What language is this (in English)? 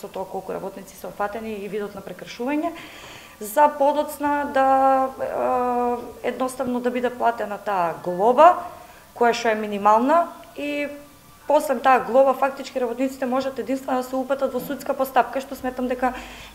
Macedonian